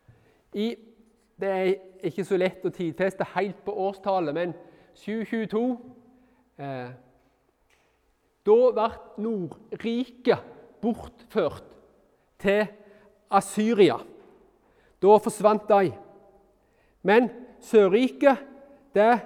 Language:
Norwegian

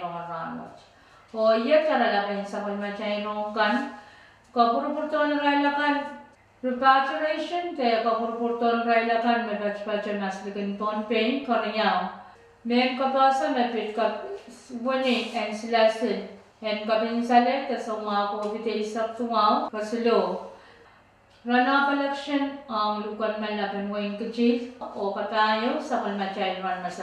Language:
Pohnpeian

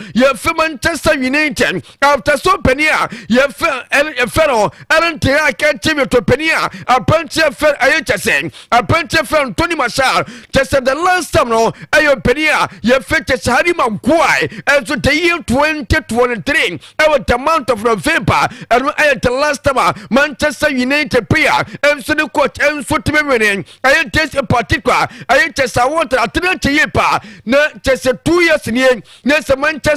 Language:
Akan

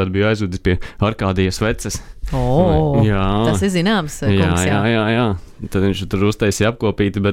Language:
Latvian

